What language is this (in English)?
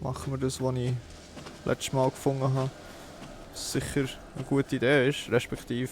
Swiss German